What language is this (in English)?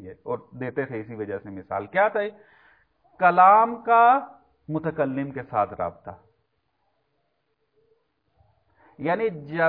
Urdu